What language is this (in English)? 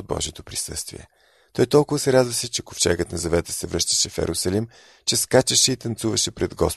Bulgarian